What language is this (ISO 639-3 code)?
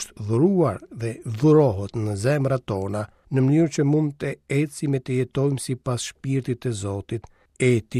sqi